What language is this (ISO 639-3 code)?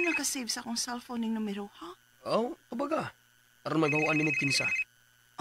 ceb